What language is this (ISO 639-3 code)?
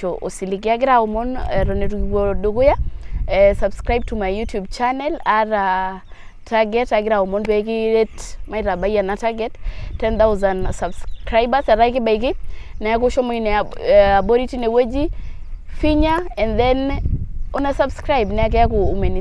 mas